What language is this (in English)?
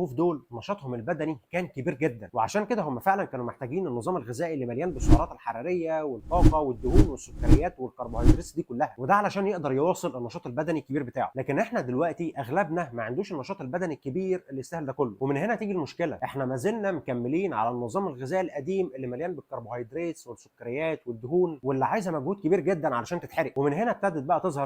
Egyptian Arabic